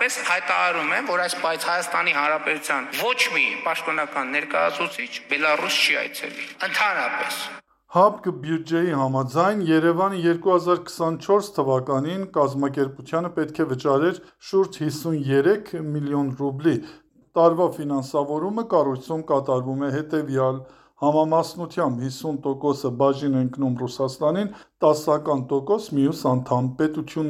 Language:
Armenian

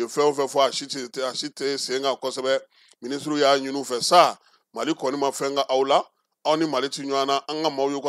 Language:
Bambara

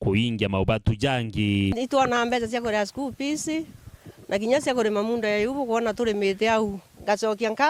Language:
Meru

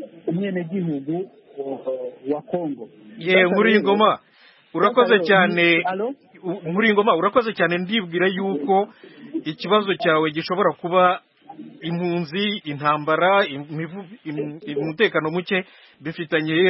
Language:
Kinyarwanda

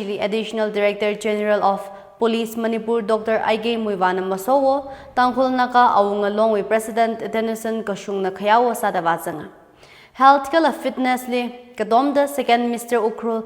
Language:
Tangkhul Naga (India)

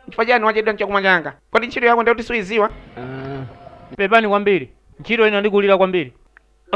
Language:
Nyanja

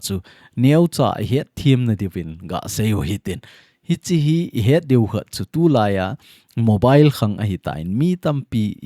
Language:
Thado Chin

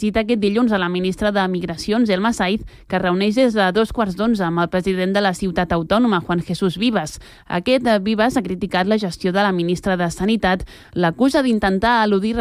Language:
Catalan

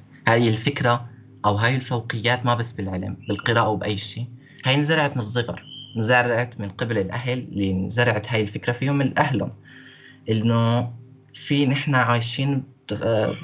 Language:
North Levantine Arabic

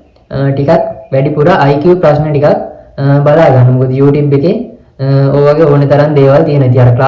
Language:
Sinhala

